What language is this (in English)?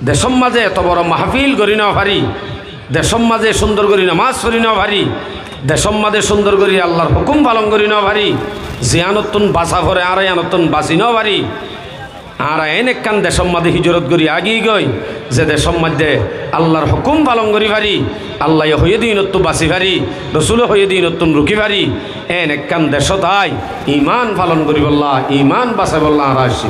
Rohingya